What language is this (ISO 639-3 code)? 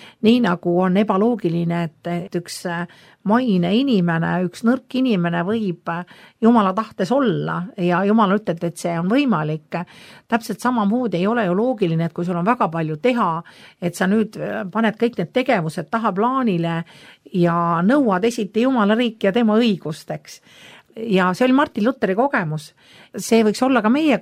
est